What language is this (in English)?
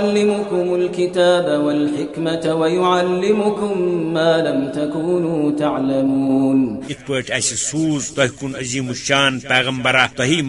Kashmiri